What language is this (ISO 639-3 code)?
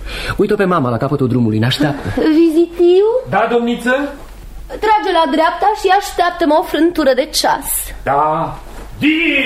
ron